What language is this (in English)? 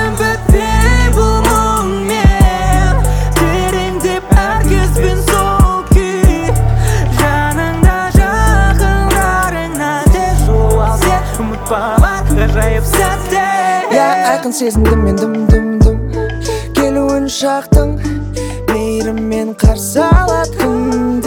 Kazakh